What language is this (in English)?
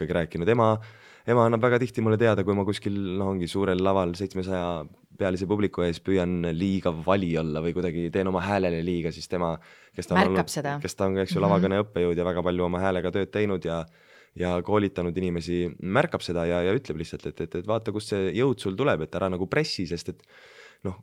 Estonian